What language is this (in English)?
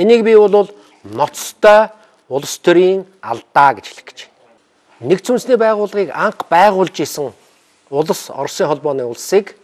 Mongolian